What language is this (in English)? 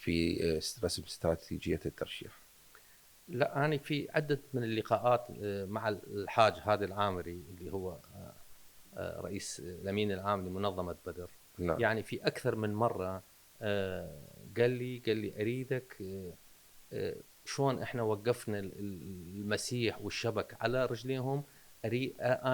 Mesopotamian Arabic